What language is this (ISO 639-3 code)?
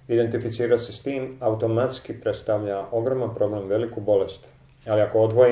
hrv